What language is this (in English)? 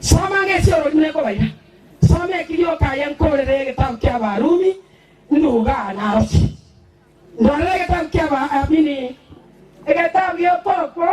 Gusii